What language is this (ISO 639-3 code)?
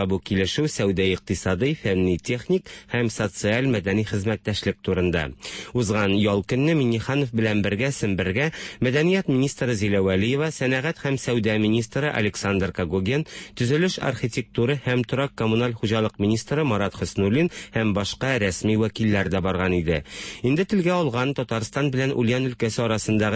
tat